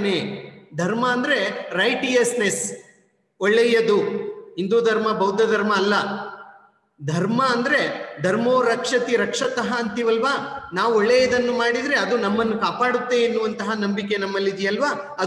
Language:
Kannada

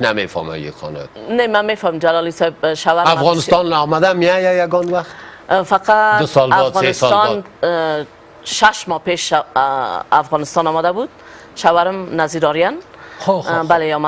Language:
Tajik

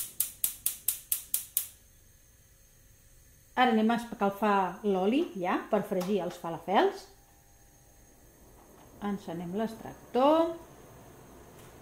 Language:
Catalan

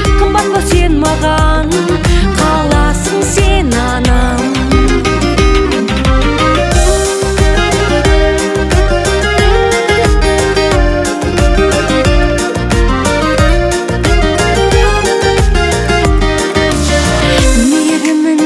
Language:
Kazakh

